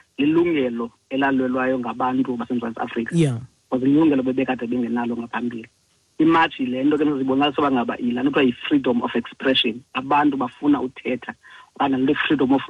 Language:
Xhosa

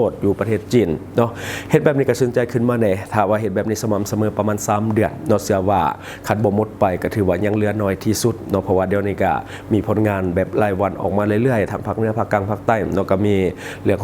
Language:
Lao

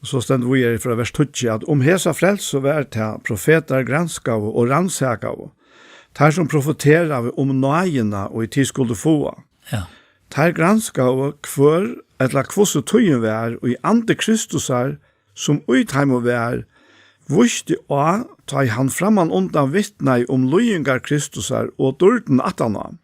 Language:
Faroese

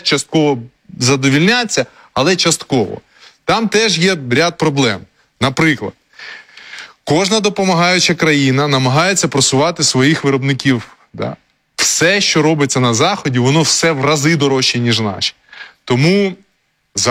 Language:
Ukrainian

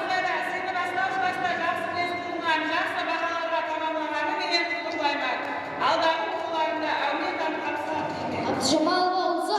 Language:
Kara-Kalpak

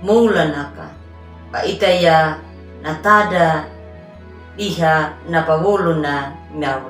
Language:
Anakalangu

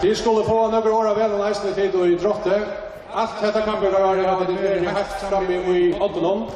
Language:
Faroese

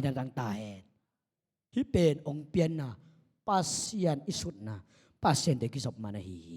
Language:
Tedim Chin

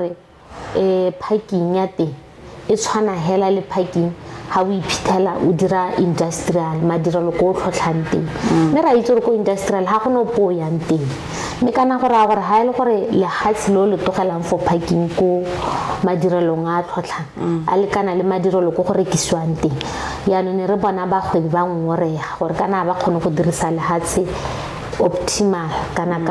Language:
Tswana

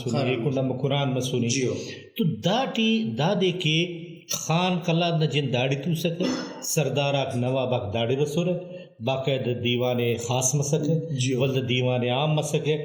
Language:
Brahui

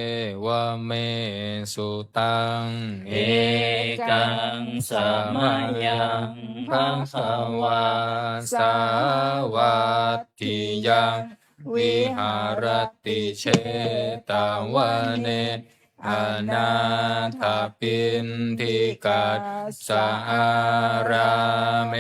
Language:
Pali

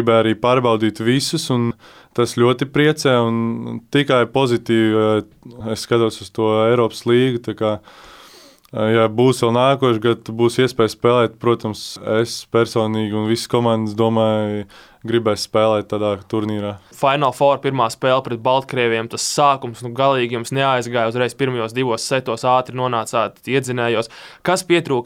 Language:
Latvian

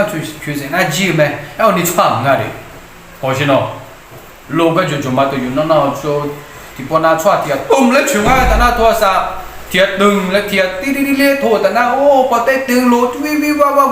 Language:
Akha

